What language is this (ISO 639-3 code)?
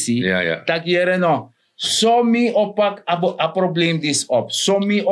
srn